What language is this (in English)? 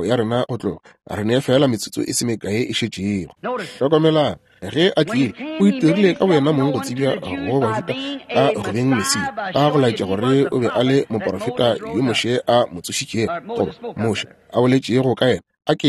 Northern Sotho